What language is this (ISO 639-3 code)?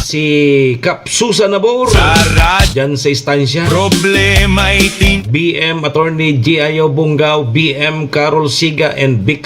bik